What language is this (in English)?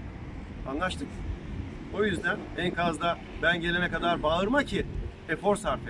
Turkish